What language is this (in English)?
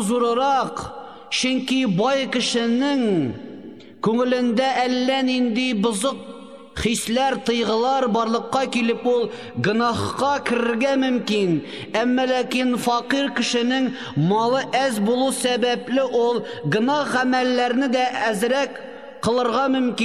Tatar